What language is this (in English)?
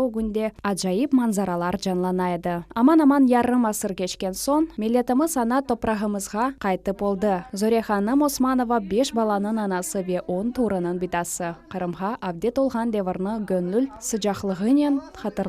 Crimean Tatar